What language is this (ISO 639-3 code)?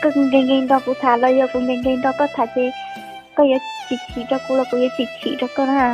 hmn